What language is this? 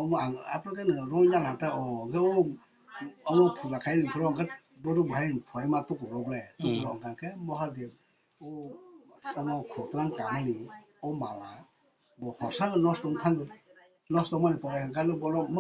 Kok Borok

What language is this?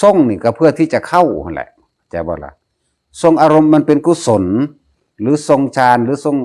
Northeastern Thai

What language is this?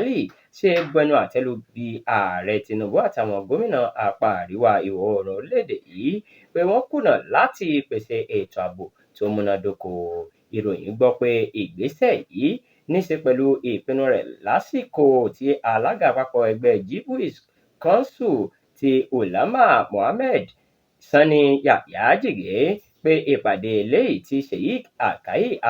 Yoruba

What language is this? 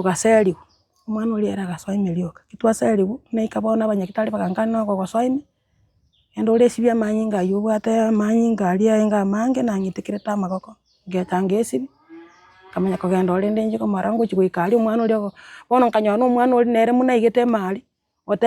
Gusii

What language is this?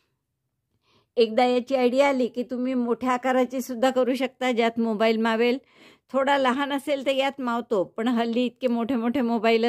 Marathi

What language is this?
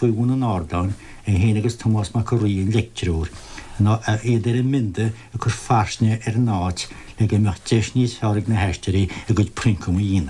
Irish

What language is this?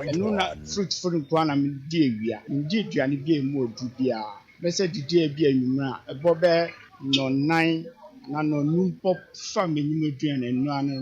Akan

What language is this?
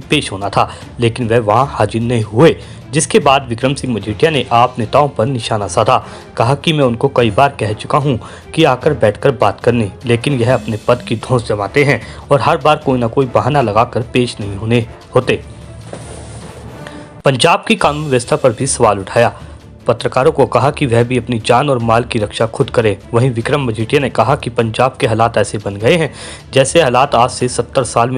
Hindi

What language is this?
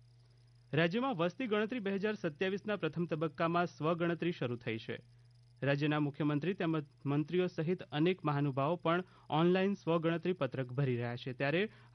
Gujarati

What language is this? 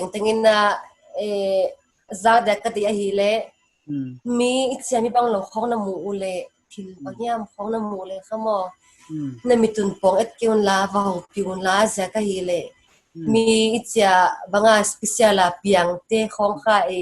Paite Chin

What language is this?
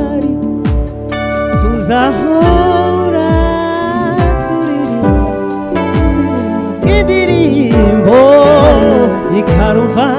Kinyarwanda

